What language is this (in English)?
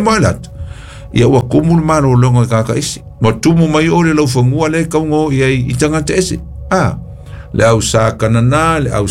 Samoan